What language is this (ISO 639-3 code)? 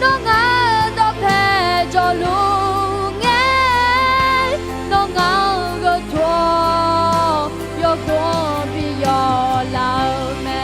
ahk